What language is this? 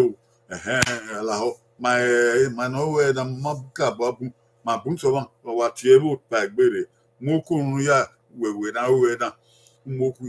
Bini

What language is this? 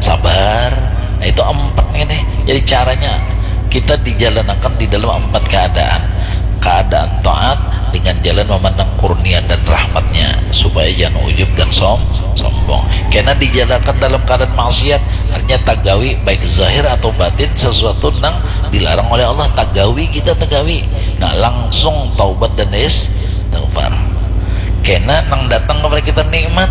Banjar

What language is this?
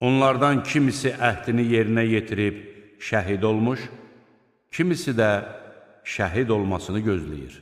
Azerbaijani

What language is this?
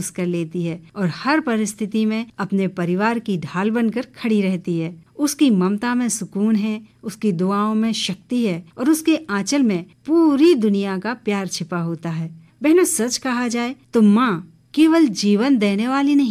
Hindi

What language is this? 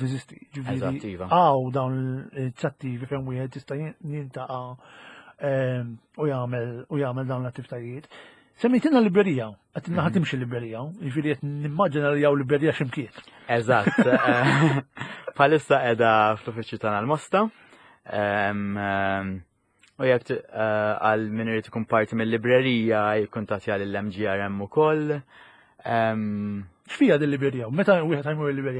Maltese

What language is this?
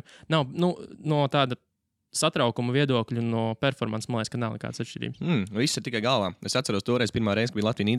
Latvian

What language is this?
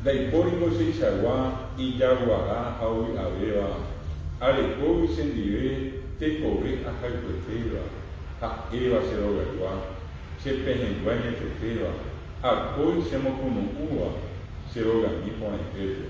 Guarani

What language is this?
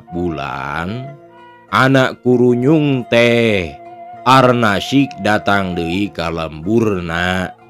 Sundanese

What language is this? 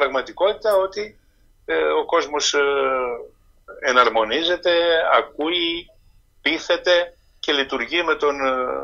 Greek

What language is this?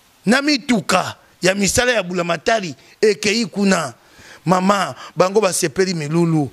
Lingala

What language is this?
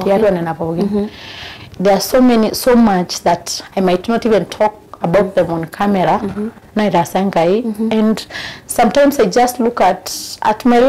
Masai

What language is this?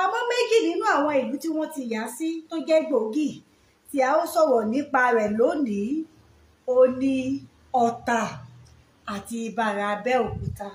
Yoruba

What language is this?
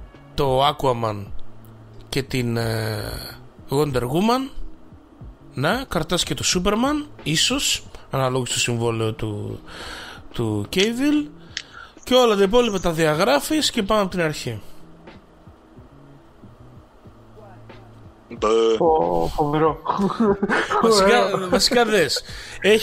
Greek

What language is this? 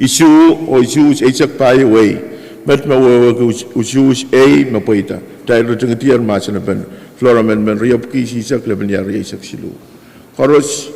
Pohnpeian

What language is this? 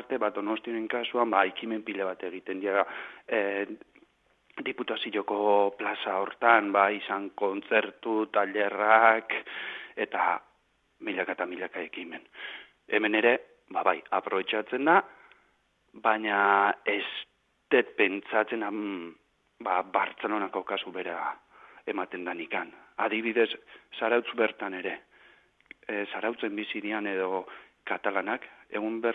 Basque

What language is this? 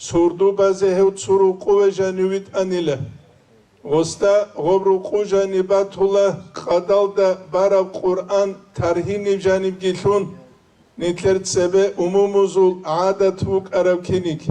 Avaric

